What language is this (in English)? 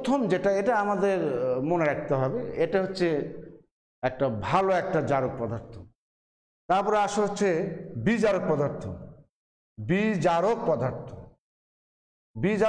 Bangla